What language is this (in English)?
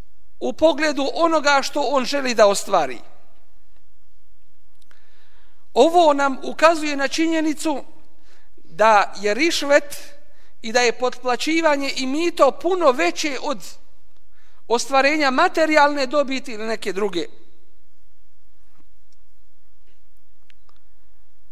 Bosnian